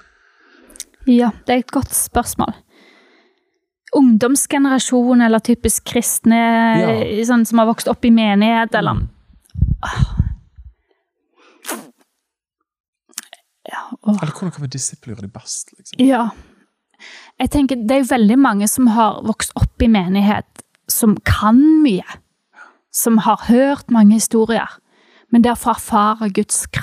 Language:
Norwegian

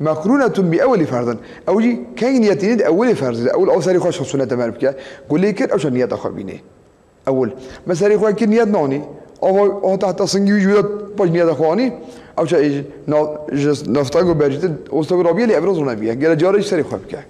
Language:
Kurdish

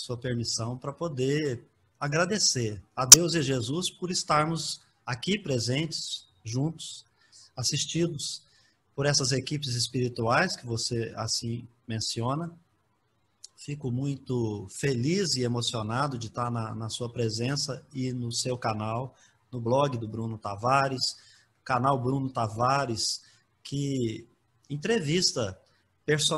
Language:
Portuguese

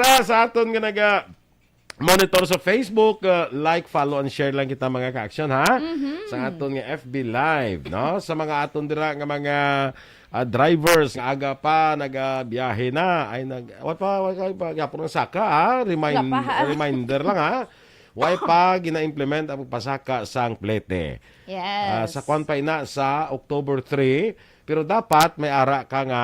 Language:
Hiligaynon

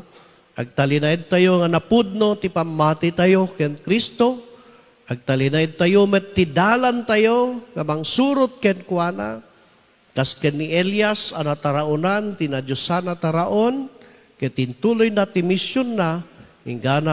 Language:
Iloko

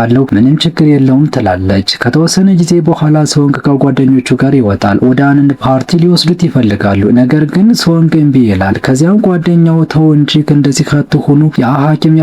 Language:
Amharic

